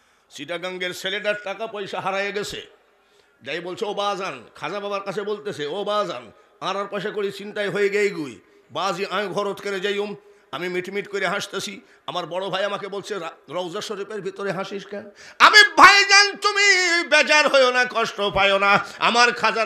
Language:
Bangla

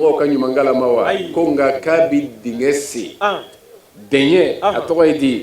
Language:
Bambara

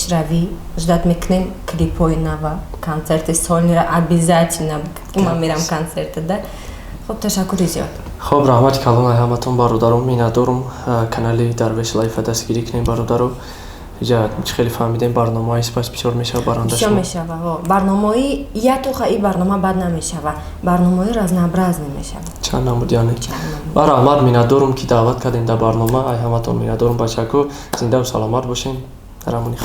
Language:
Tajik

